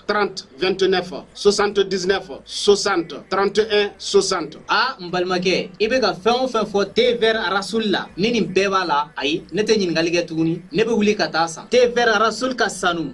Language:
Bambara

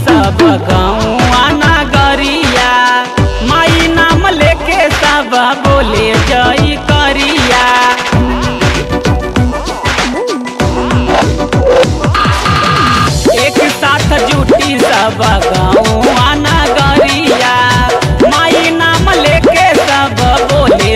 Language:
Bhojpuri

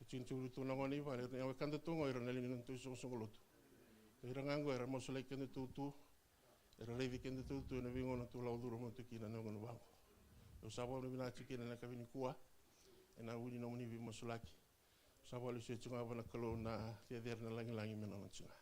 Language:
Fijian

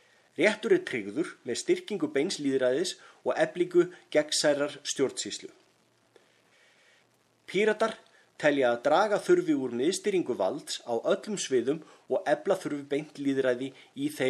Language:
Icelandic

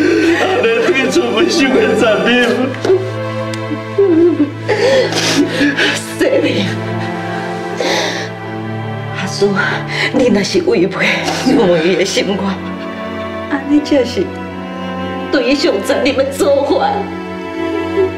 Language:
Min Nan Chinese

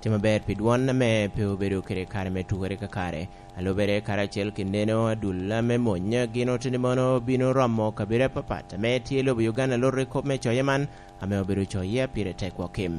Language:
Lango (Uganda)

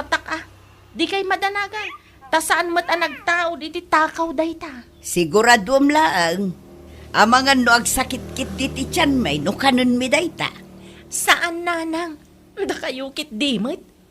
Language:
Iloko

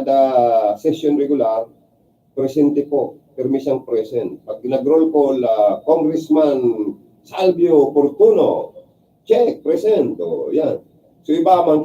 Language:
Bikol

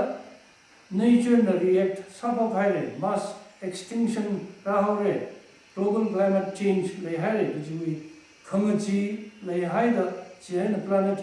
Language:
Tangkhul Naga (India)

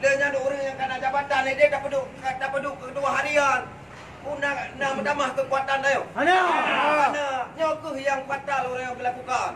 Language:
Achinese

